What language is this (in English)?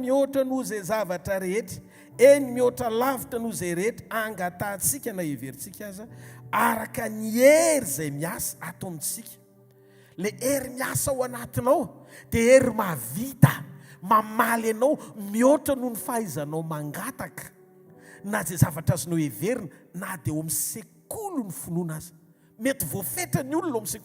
Malagasy